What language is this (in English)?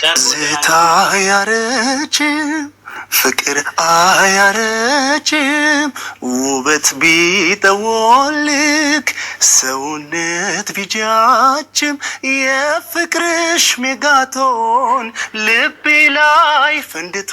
Amharic